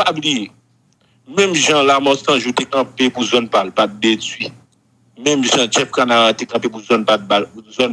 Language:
Haitian Creole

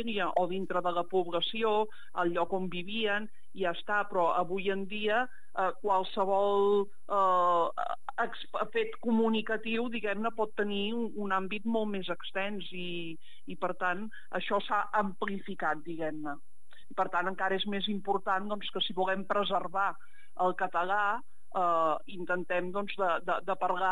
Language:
Catalan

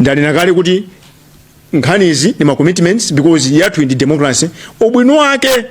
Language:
Nyanja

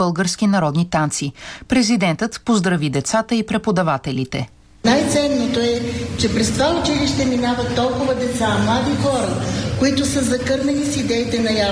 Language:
Bulgarian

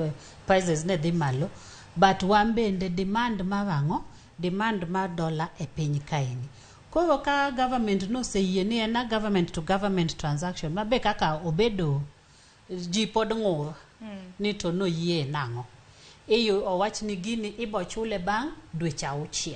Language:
Luo (Kenya and Tanzania)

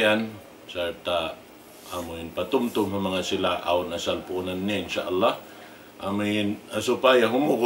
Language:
Tausug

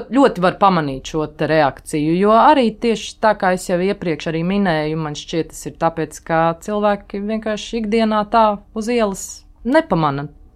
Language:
Latvian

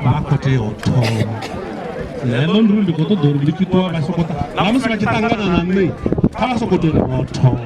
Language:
Venda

